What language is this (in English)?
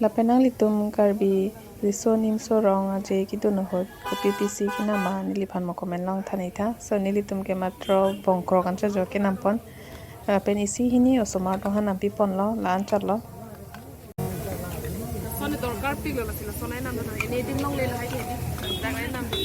Karbi